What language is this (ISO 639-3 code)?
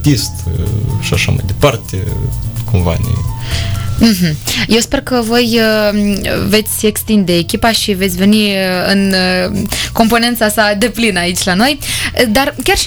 ron